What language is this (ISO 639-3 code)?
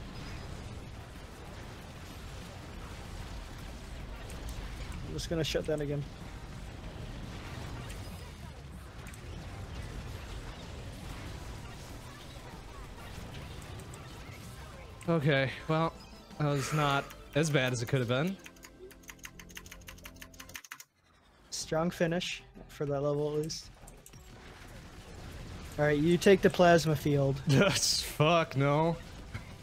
eng